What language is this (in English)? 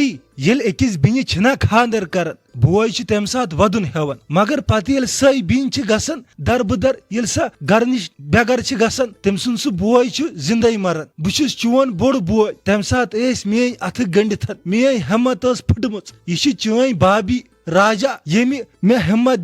Kashmiri